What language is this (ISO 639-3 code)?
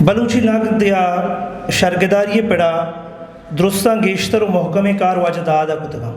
bgp